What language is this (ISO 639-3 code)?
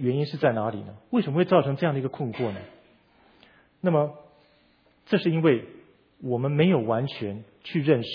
zho